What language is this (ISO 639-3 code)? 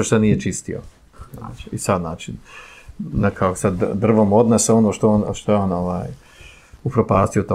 bos